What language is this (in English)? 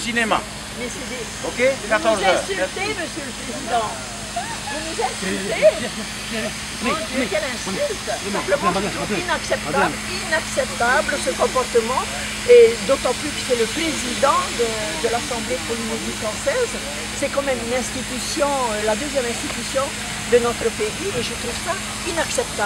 French